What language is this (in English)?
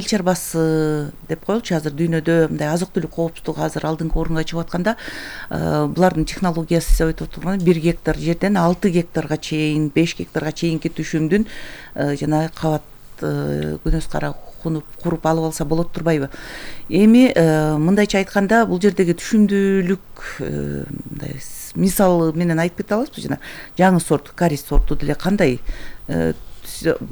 Kyrgyz